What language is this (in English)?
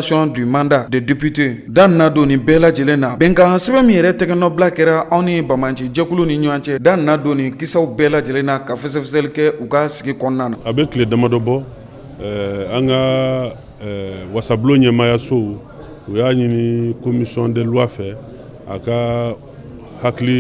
Bambara